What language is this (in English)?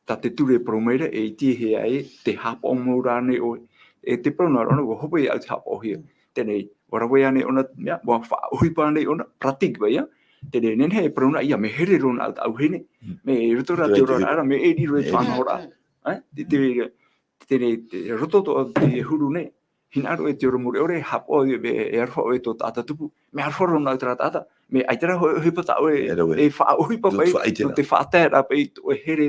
Tahitian